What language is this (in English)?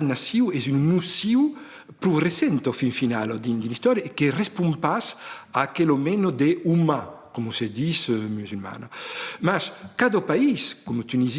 Occitan